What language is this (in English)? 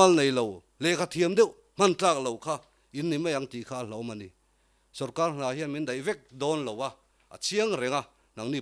Mizo